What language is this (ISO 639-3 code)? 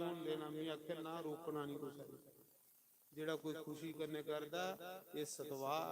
doi